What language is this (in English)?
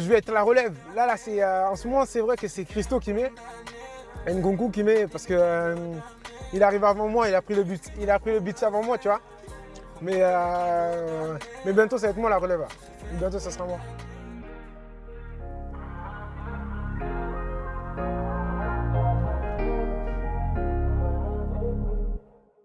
French